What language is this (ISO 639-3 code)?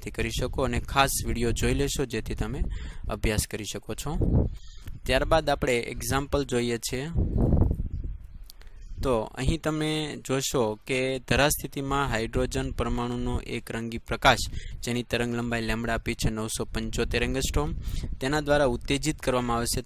guj